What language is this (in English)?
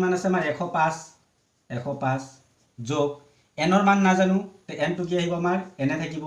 Assamese